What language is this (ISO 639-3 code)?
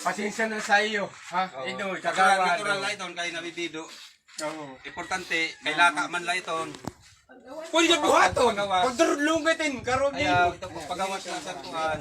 war